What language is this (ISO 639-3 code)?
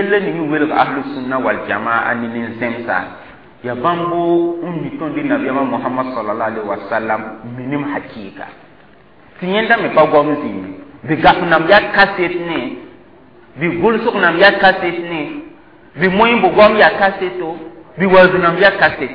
mos